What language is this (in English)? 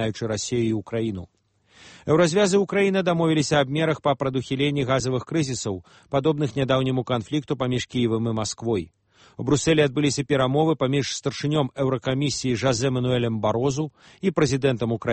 Belarusian